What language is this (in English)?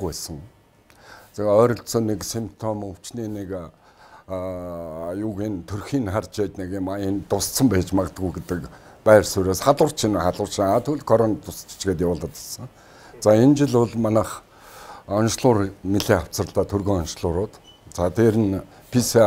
Mongolian